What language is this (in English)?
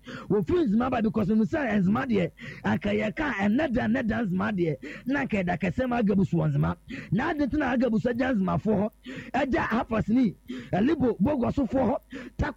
Akan